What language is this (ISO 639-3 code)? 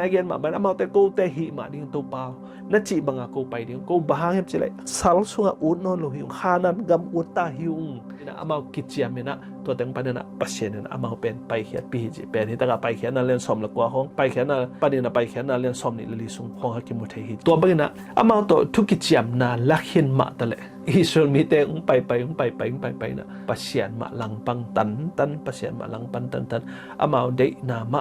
ctd